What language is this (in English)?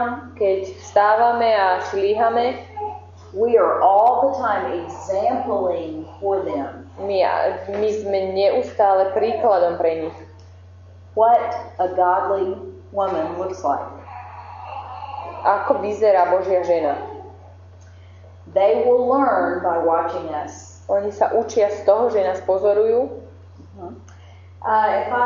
Slovak